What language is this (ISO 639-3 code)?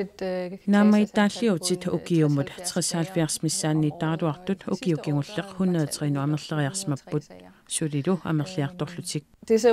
kal